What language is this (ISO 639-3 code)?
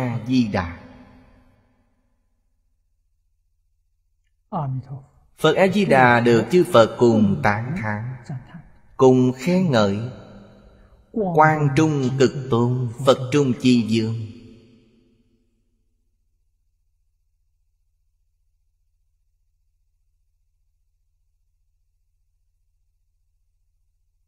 vie